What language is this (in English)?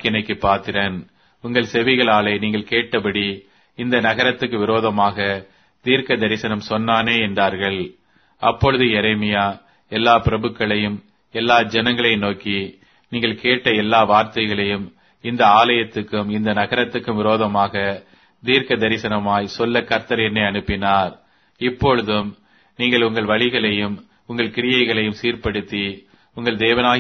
Tamil